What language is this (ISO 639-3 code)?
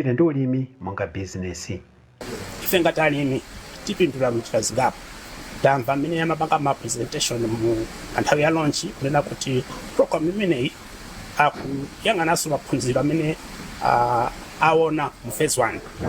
nya